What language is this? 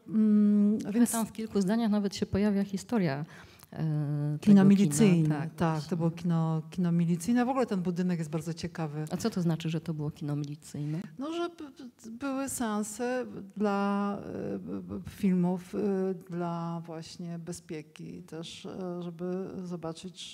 Polish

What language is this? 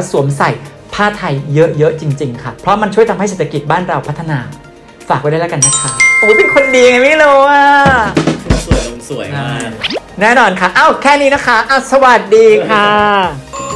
Thai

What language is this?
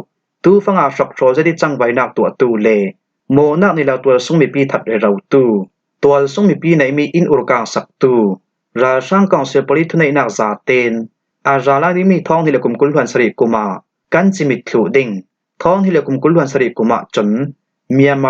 Falam Chin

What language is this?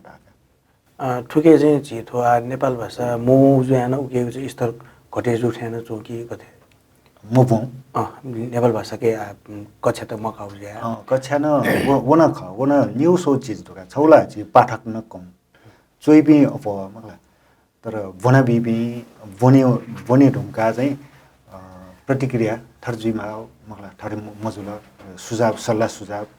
Newari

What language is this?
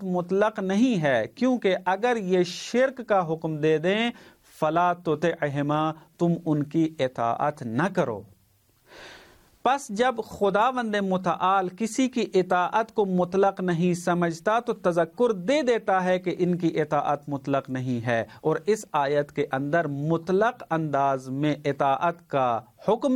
Urdu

